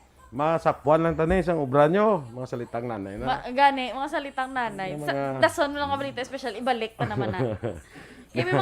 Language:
Hiligaynon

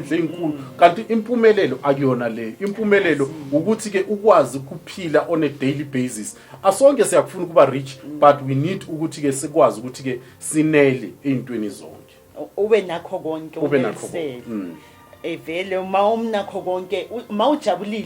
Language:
Zulu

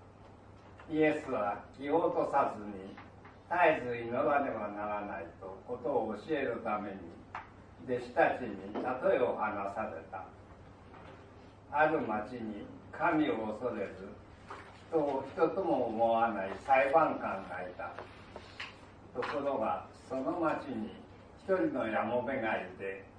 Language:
Japanese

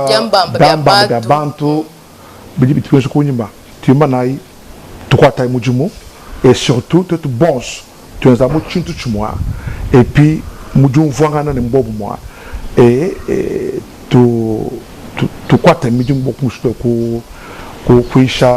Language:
Luba-Lulua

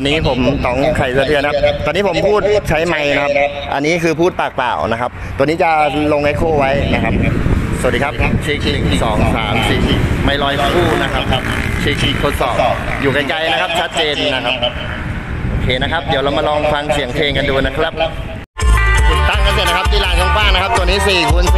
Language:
Thai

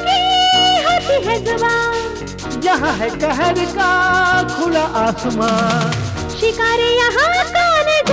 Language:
Hindi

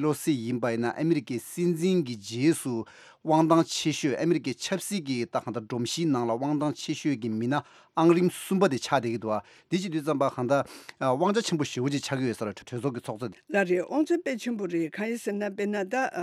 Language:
Tibetan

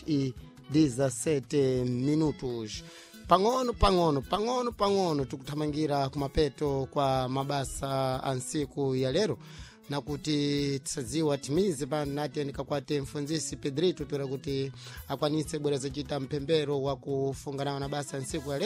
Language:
Sena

